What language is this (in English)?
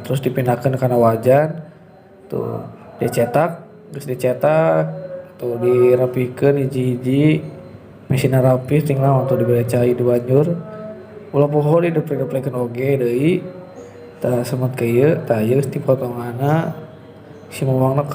Sundanese